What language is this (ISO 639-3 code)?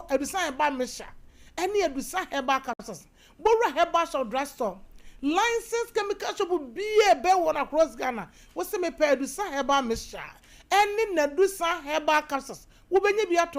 aka